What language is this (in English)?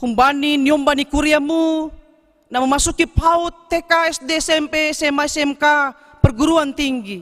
Batak Simalungun